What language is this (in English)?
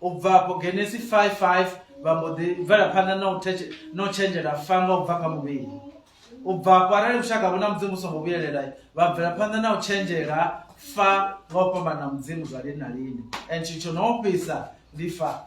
Venda